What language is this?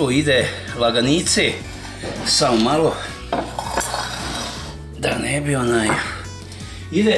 Croatian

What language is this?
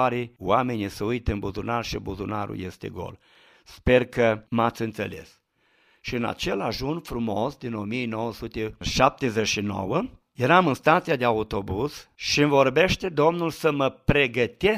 Romanian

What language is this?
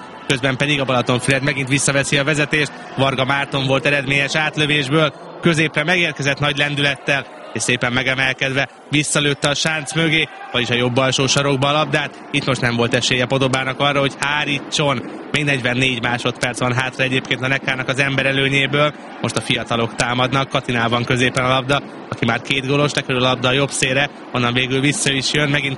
Hungarian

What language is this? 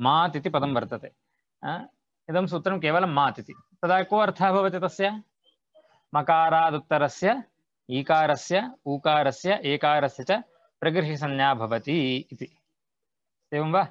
Sanskrit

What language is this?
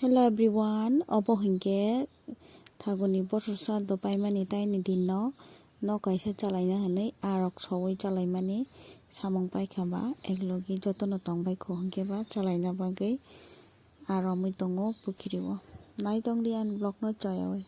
Kok Borok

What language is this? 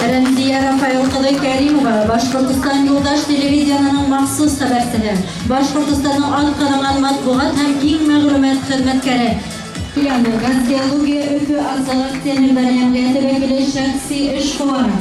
Bashkir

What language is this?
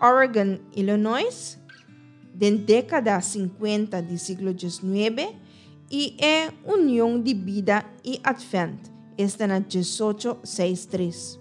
Papiamento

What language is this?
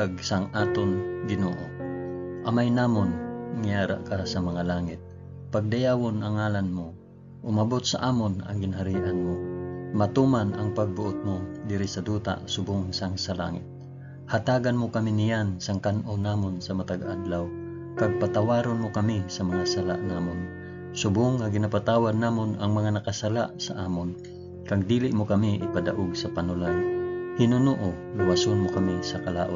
Hiligaynon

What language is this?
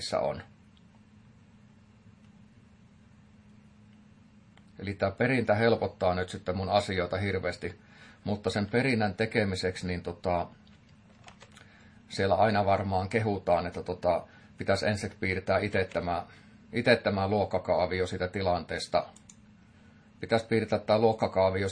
Finnish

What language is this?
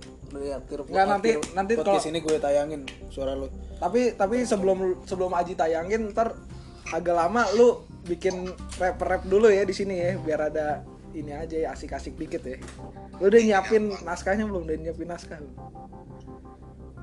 Indonesian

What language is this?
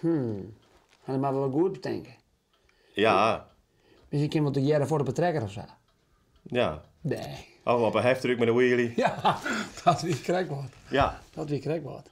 Western Frisian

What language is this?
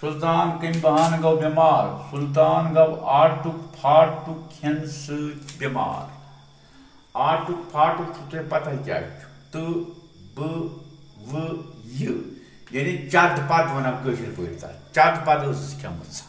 Kashmiri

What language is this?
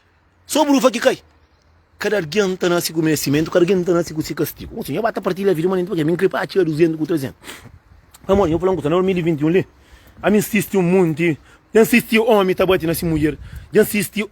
Kabuverdianu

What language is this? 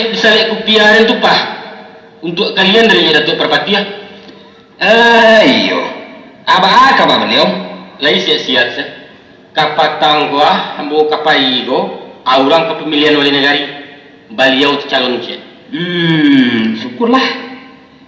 Minangkabau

